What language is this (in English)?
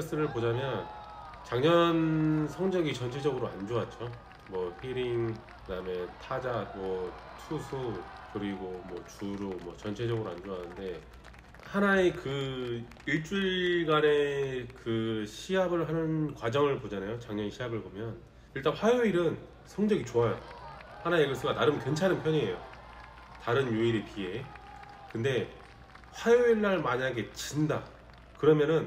Korean